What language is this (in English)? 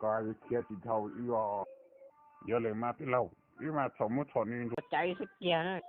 Hmong